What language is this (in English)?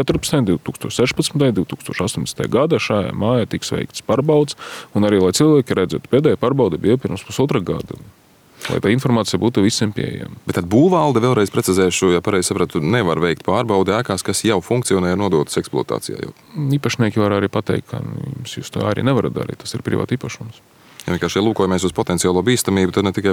Latvian